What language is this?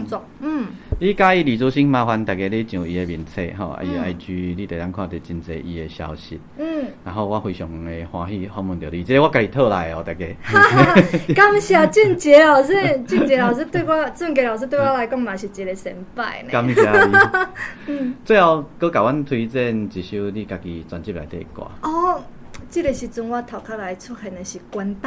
Min Nan Chinese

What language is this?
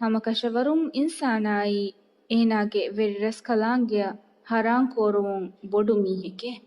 Divehi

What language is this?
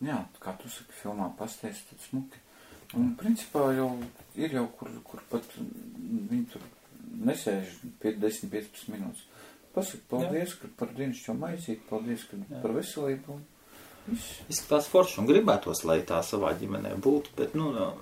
Latvian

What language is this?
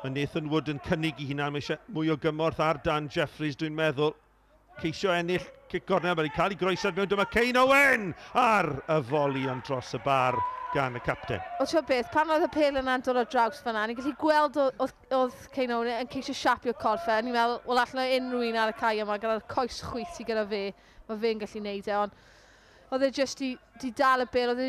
Welsh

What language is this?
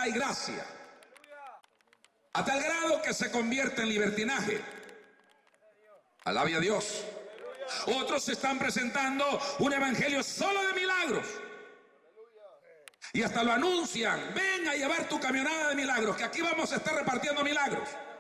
Spanish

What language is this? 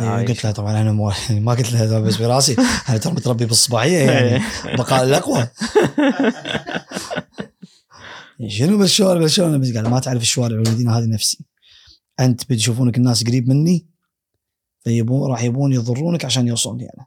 Gulf Arabic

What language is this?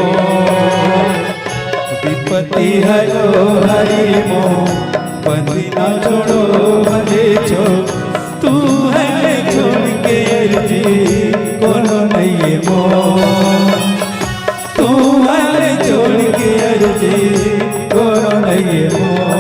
Chhattisgarhi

